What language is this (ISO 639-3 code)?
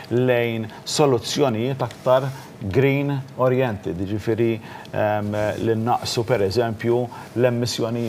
mlt